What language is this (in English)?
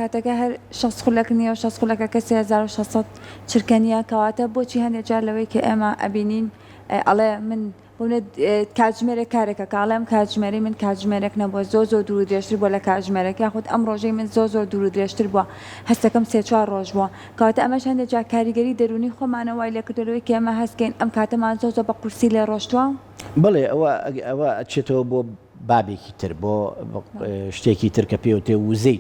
Central Kurdish